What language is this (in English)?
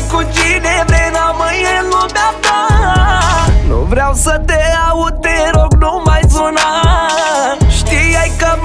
Romanian